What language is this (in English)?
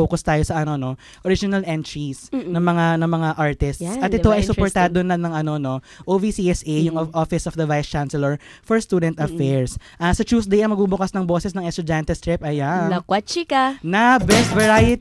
Filipino